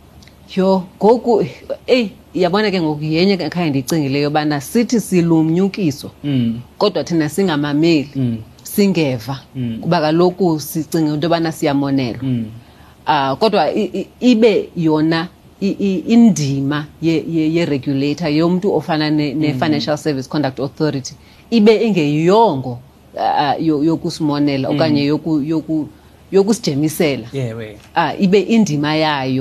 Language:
Xhosa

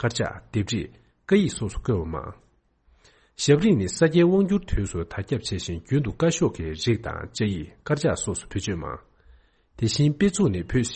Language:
Tibetan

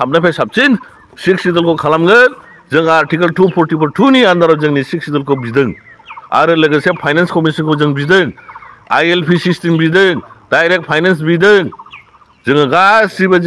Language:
Bodo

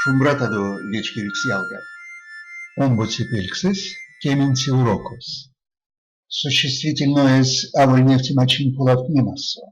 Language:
Erzya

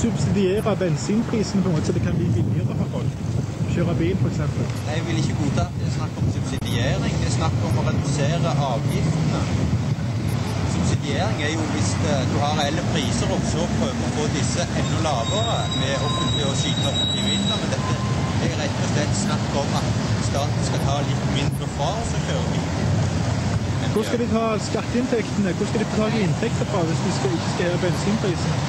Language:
Norwegian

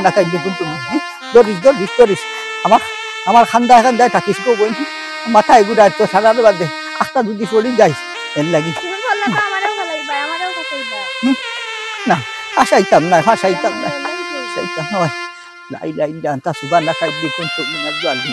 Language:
Sylheti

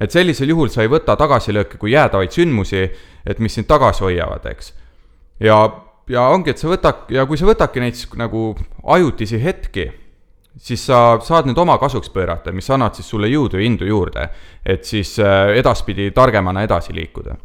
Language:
Estonian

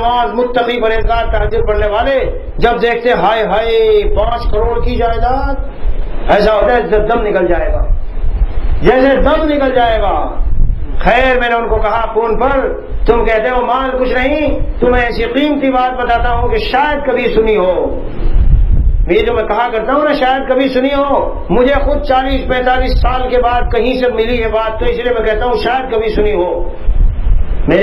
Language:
Urdu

